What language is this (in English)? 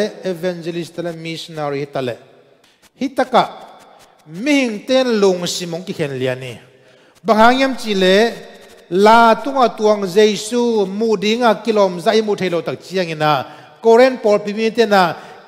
Tedim Chin